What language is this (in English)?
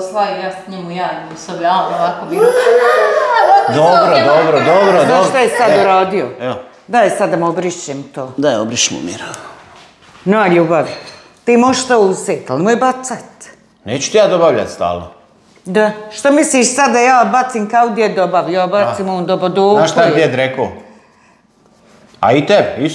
Croatian